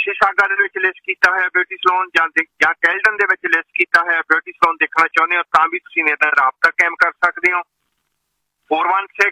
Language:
Punjabi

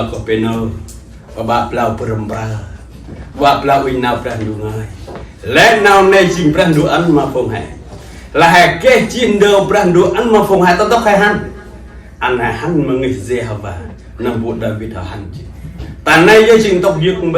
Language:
Central Mnong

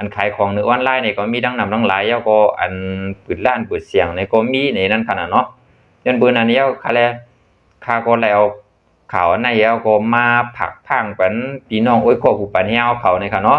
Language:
Shan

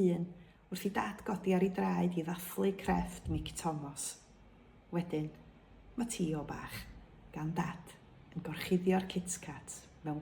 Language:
Welsh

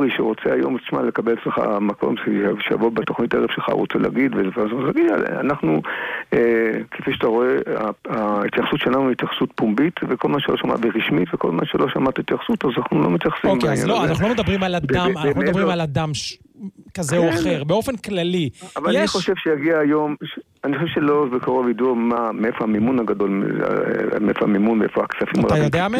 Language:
Hebrew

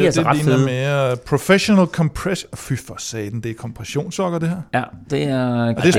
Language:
Danish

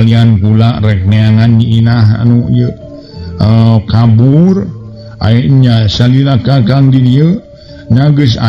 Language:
Sundanese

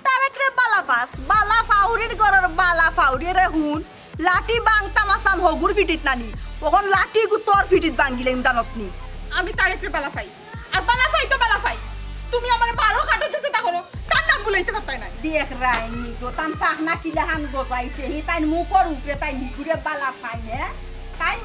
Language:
Sylheti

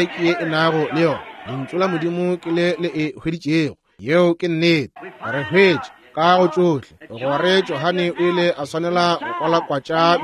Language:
Northern Sotho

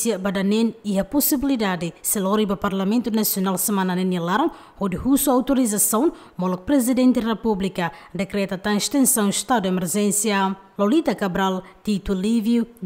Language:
Tetum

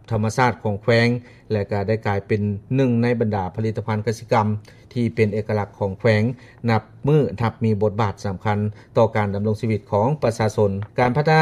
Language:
Lao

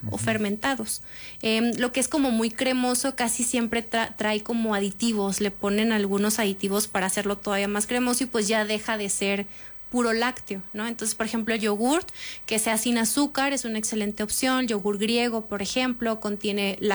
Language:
Spanish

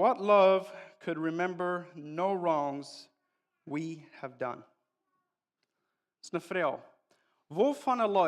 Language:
Plautdietsch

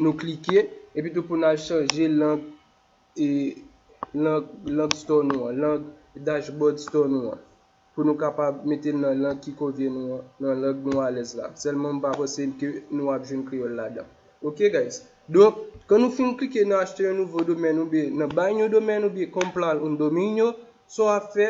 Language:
Haitian Creole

